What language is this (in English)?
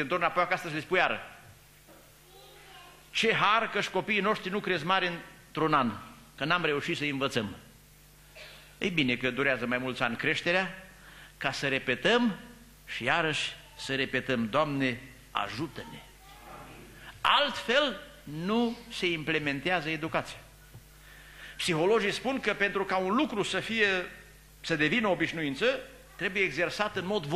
Romanian